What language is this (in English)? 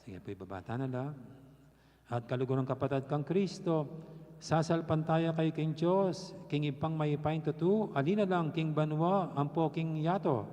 Pampanga